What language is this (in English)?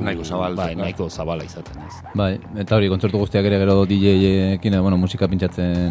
Basque